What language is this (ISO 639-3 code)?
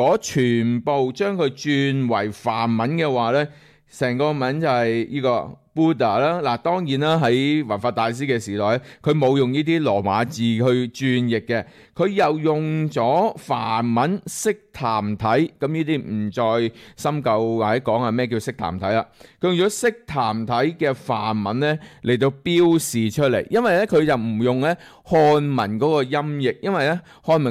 yue